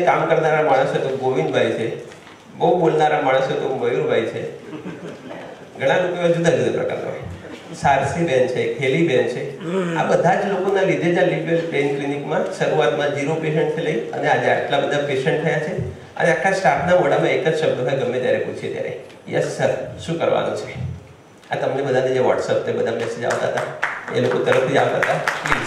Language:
Gujarati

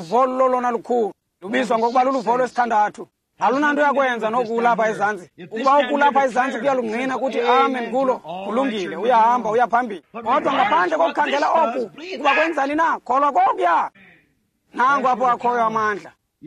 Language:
Xhosa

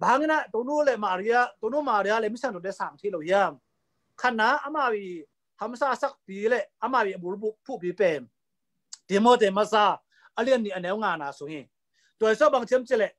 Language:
Tedim Chin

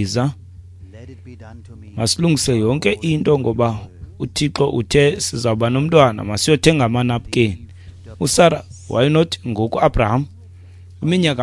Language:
Xhosa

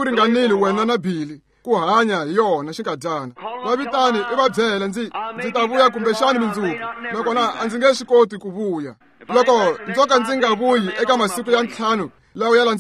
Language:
Tsonga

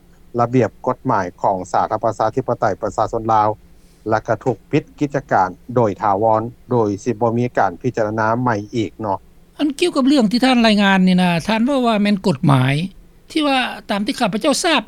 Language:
Lao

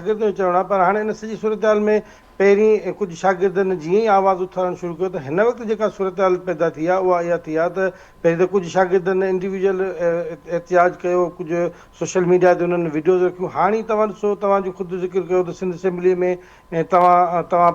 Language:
Sindhi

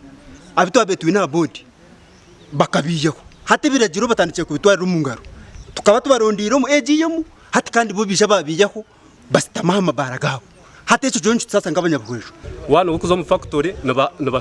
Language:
Nyankole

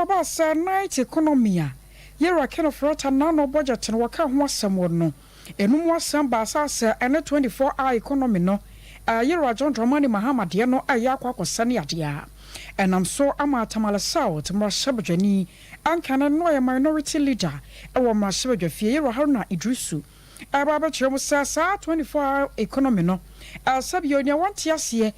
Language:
Akan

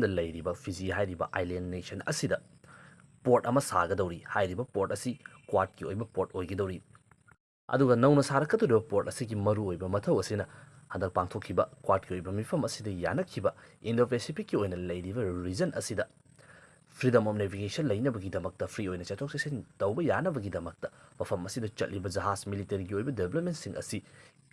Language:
Manipuri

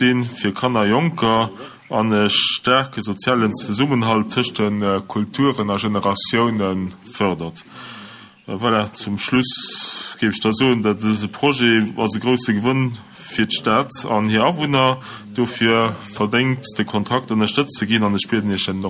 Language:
Luxembourgish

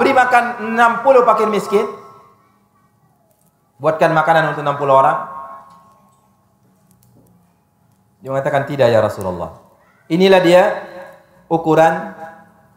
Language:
Indonesian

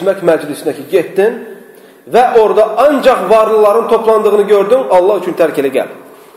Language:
Azerbaijani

